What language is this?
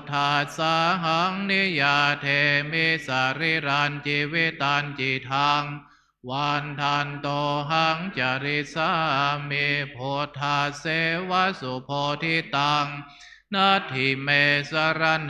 Pali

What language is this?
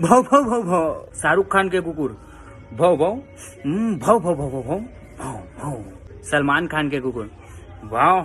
Chhattisgarhi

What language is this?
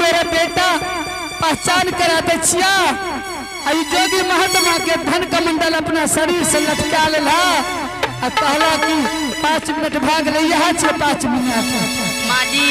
Angika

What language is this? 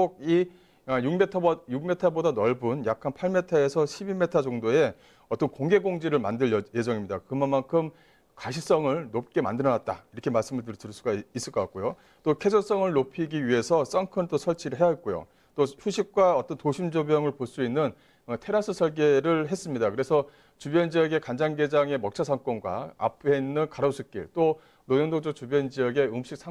Korean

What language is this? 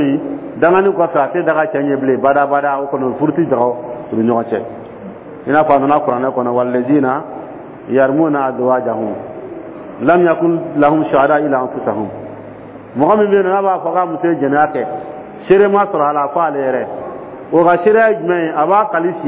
Dyula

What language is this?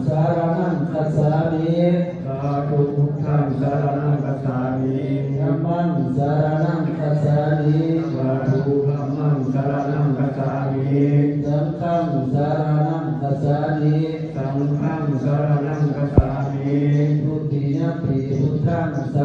Pali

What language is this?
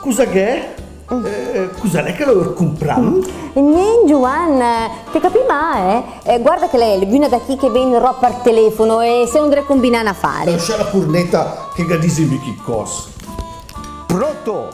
Lombard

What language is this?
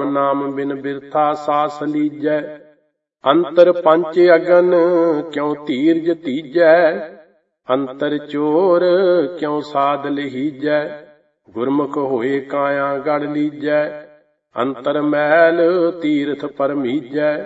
Punjabi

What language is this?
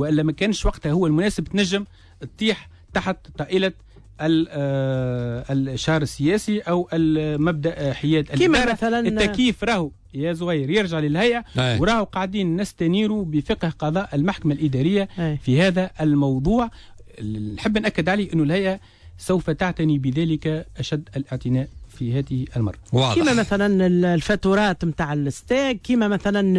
Tunisian Arabic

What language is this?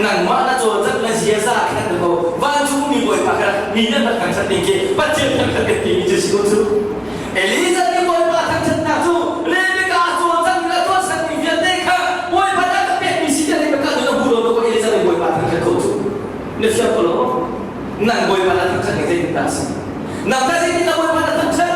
Hakha Chin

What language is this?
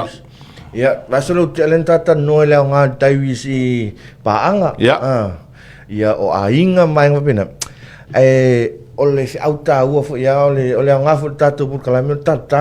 Samoan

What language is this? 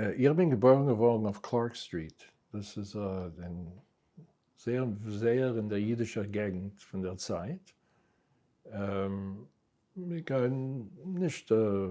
Yiddish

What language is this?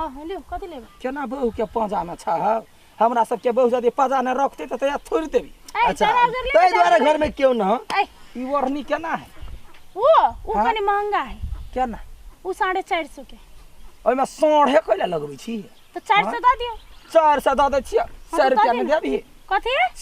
Maithili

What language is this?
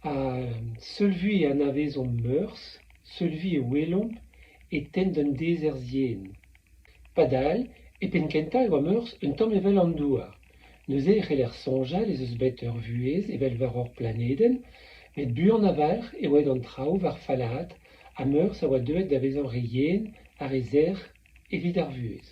Breton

